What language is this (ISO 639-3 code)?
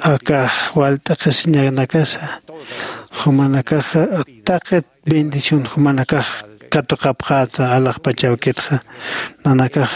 aym